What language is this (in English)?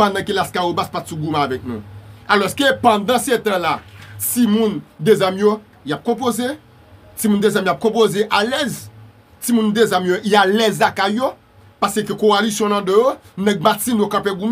Haitian Creole